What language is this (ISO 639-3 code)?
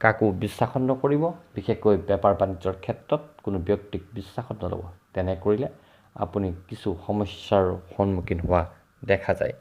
asm